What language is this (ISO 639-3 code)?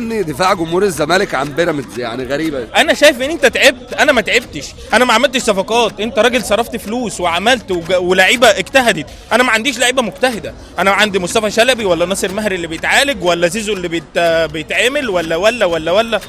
arz